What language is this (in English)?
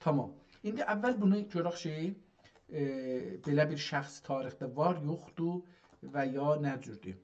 South Azerbaijani